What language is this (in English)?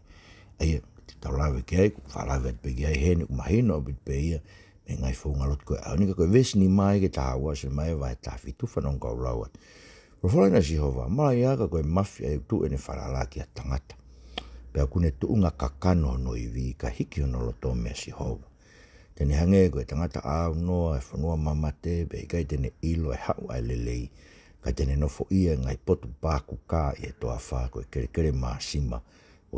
Tongan